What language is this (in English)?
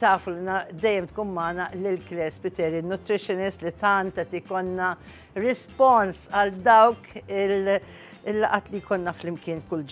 Maltese